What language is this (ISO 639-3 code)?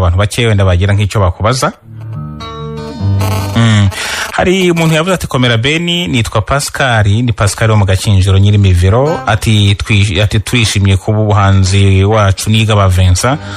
kin